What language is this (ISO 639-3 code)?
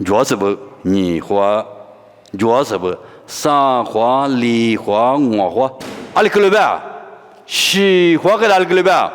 lis